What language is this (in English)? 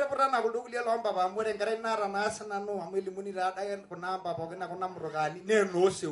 Masai